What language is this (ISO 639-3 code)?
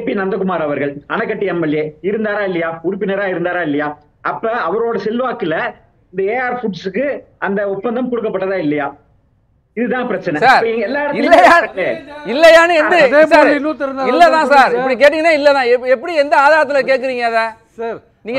tam